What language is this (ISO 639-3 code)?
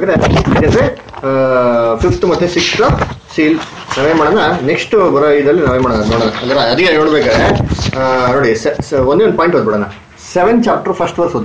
kan